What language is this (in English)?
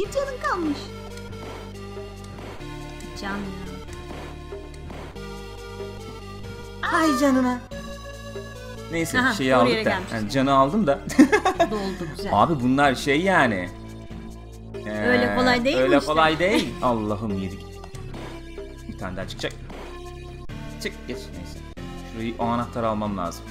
Turkish